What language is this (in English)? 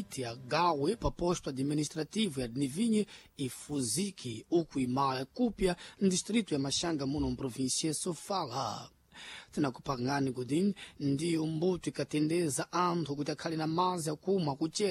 Sena